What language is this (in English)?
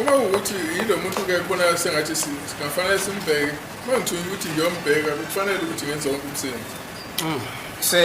Zulu